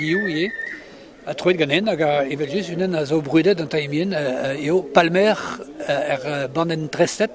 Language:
Breton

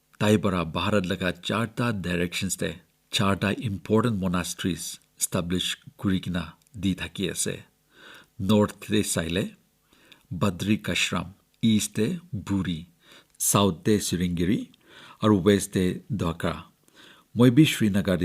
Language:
Naga Pidgin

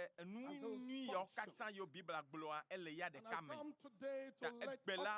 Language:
Ewe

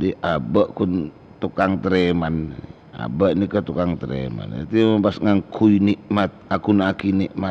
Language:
Madurese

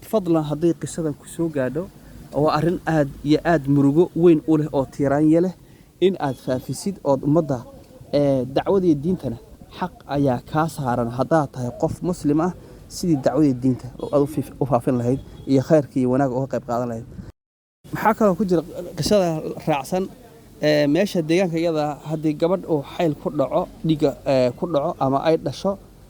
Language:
Somali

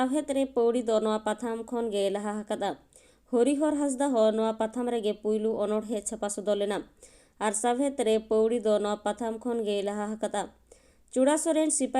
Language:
Santali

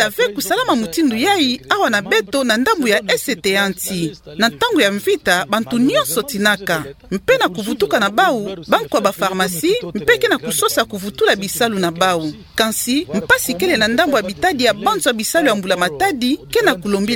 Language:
Kituba (Democratic Republic of Congo)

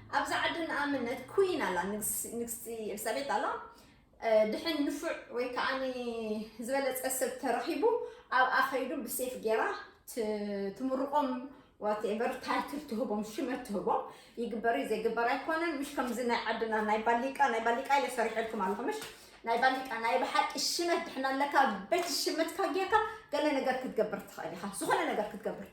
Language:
Tigrinya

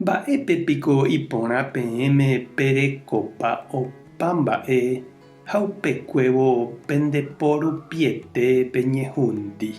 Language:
Guarani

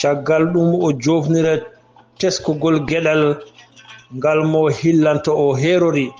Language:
Fula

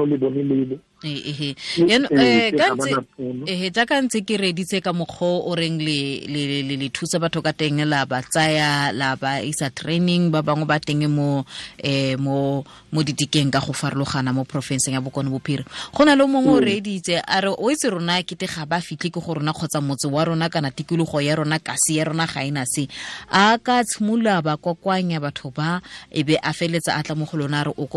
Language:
Tswana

